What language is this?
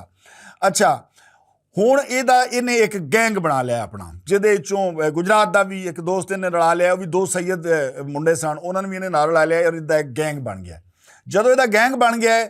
Western Panjabi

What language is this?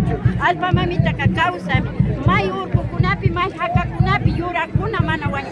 Imbabura Highland Quichua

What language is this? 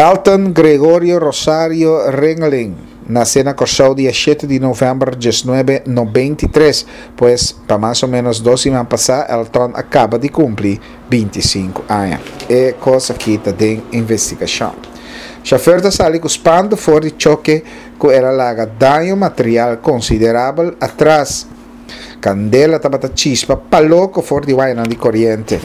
Papiamento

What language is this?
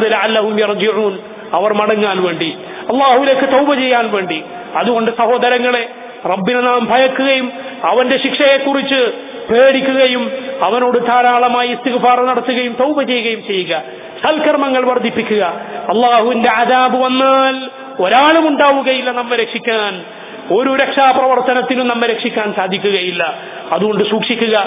Malayalam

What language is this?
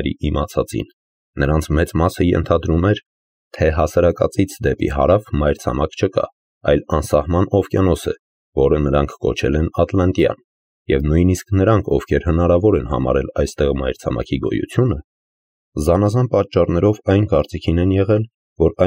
Armenian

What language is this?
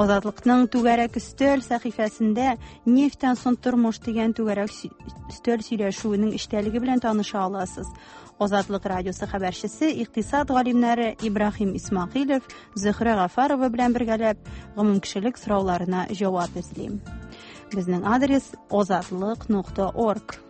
Tatar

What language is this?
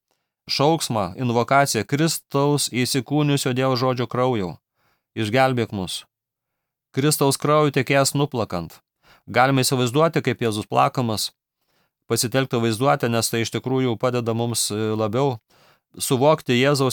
Lithuanian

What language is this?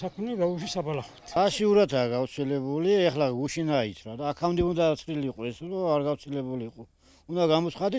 Georgian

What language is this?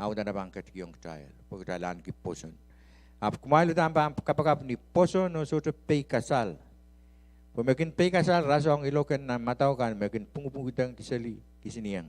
Pohnpeian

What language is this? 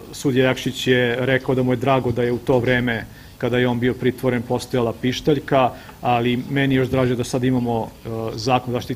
Serbian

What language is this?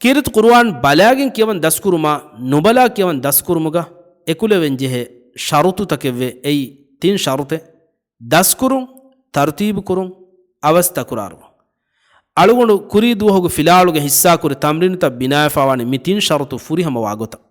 Divehi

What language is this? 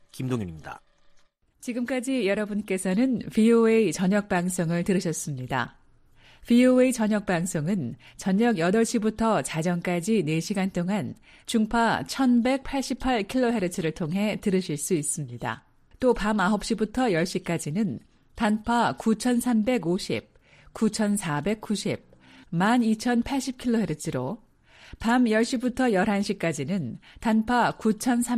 Korean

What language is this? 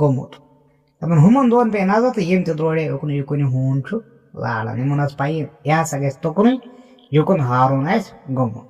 Kashmiri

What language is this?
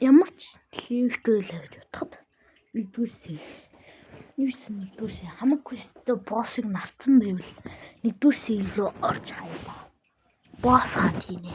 Mongolian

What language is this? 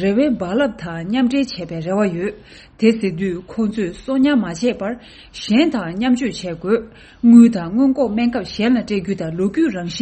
Tibetan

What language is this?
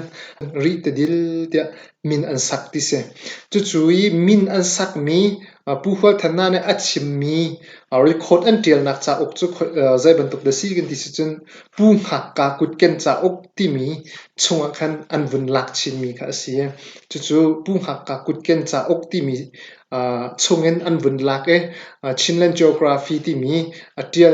Hakha Chin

